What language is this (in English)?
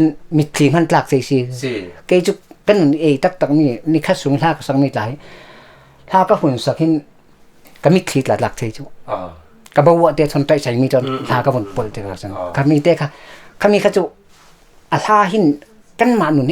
Falam Chin